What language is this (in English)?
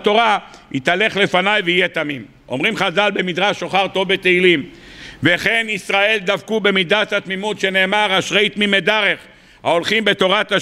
Hebrew